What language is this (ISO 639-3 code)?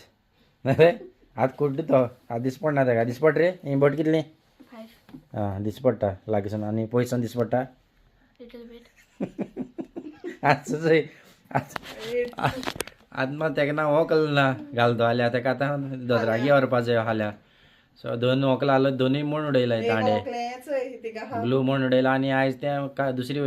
kok